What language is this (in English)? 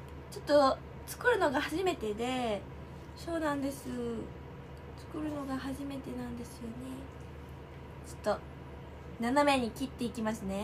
Japanese